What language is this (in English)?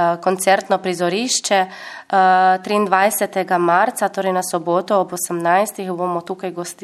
Slovenian